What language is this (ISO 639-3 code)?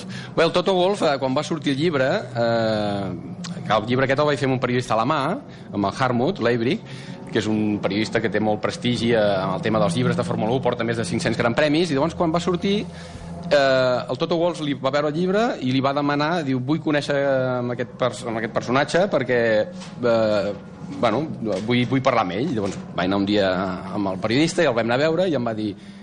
cat